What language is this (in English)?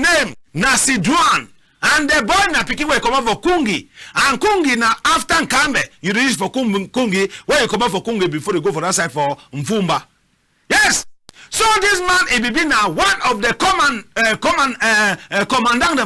Cameroon Pidgin